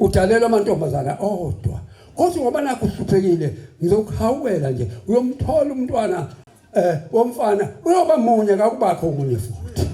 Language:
Zulu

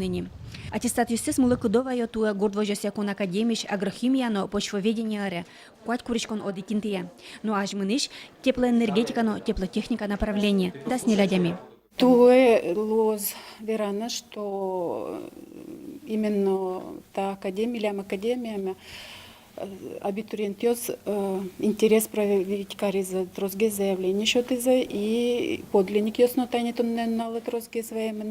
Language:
Udmurt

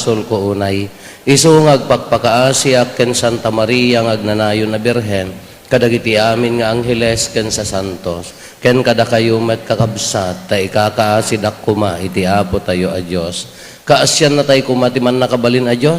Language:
Iloko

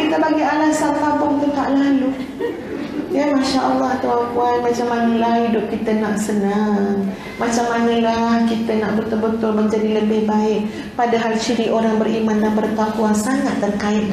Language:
Malay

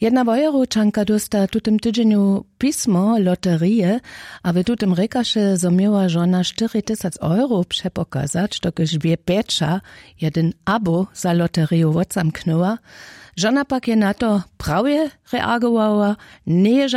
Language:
Upper Sorbian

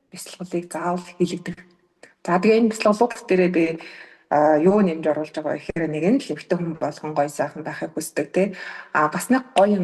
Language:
Mongolian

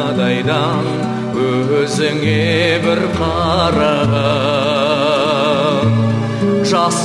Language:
Kazakh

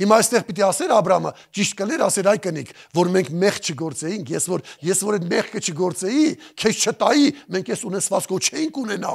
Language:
Armenian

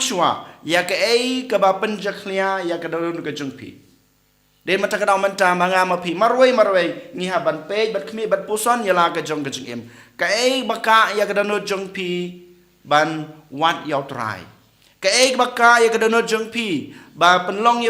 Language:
Khasi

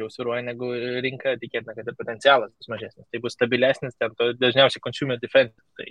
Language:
Lithuanian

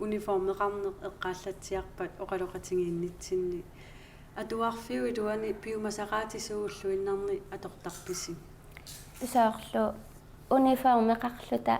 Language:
Kalaallisut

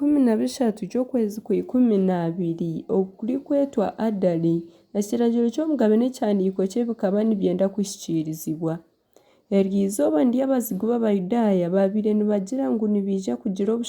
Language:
Nyankole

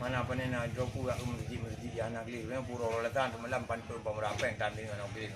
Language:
Achinese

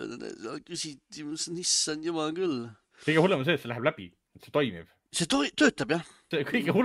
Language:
Estonian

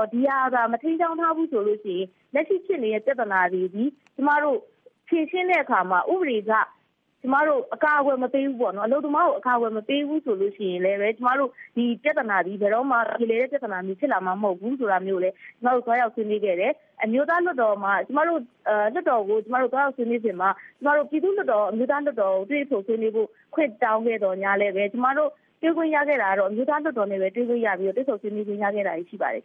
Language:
Burmese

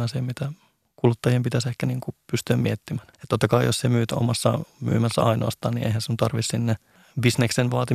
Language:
Finnish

